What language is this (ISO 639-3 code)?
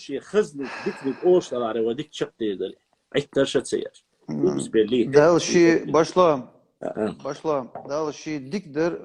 che